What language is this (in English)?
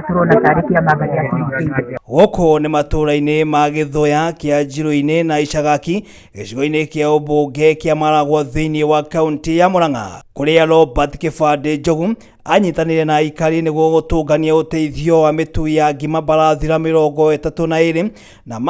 Kikuyu